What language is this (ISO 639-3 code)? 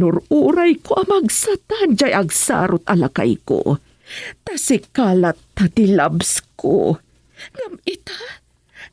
ilo